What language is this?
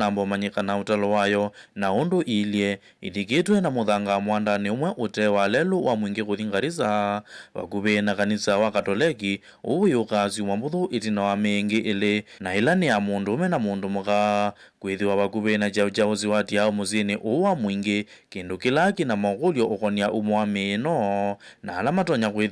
Kamba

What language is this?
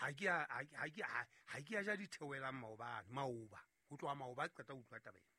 Southern Sotho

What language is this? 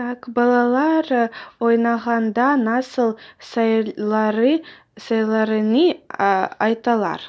Crimean Tatar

